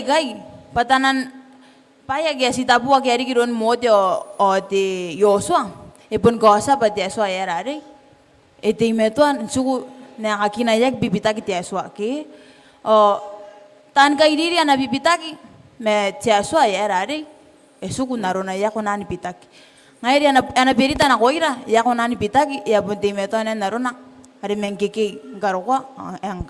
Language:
Gilbertese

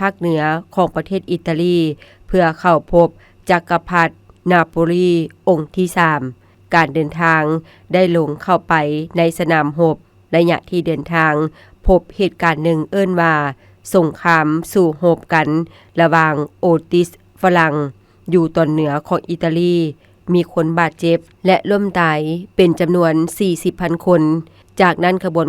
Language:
Lao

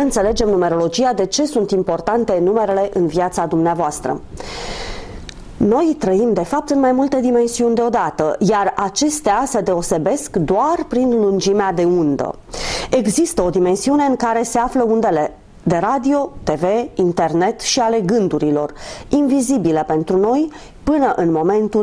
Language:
Romanian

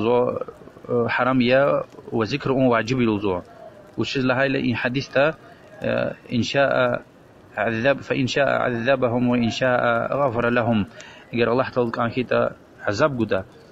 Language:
Lezghian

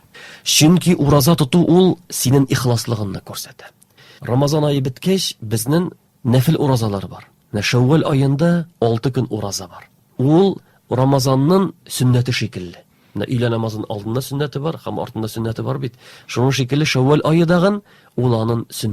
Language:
Tatar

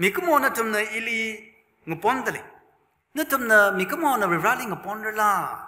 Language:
Tangkhul Naga (India)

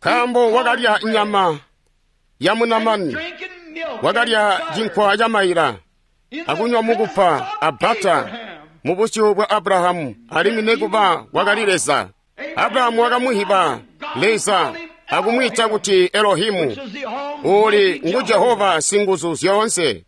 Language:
Tonga (Zambia)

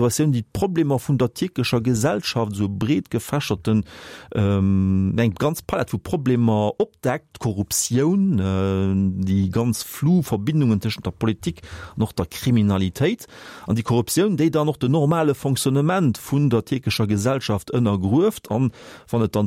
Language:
Luxembourgish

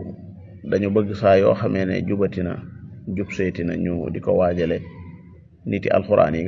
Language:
Wolof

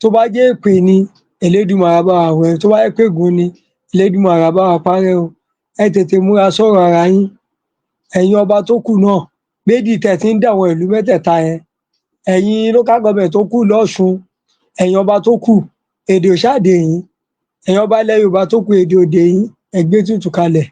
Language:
Yoruba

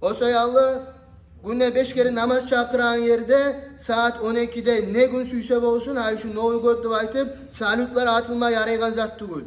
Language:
Kumyk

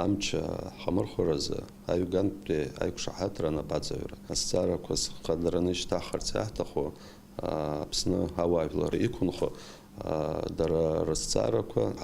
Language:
Abkhazian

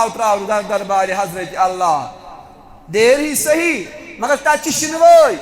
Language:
Kashmiri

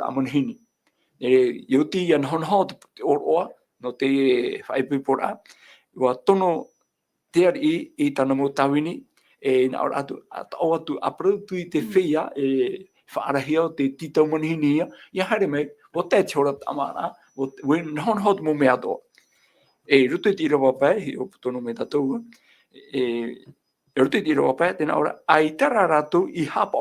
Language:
Tahitian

